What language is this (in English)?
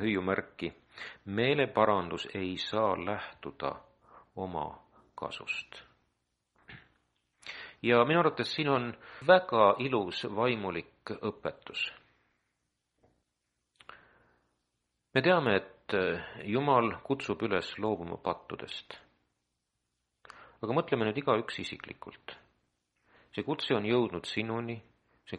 Estonian